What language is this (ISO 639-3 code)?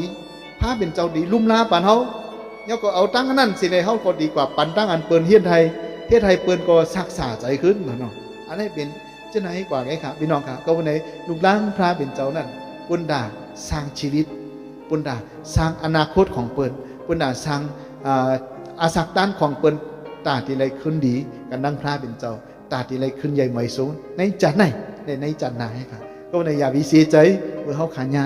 shn